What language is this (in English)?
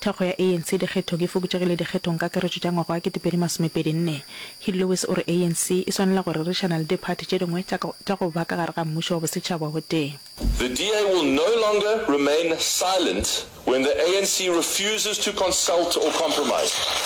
Northern Sotho